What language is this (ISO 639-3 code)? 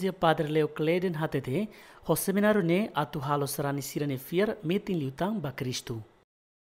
tet